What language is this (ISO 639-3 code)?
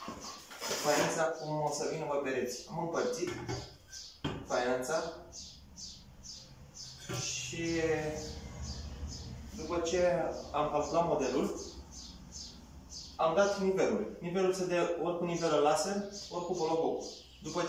ron